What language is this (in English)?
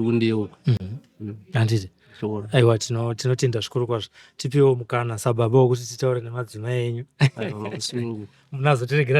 Shona